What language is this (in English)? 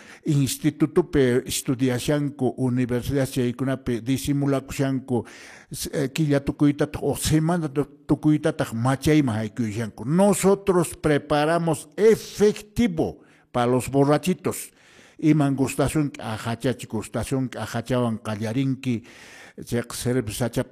Quechua